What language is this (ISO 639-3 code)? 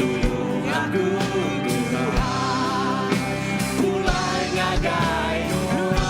iba